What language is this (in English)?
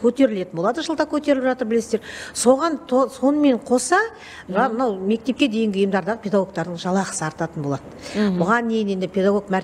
Kazakh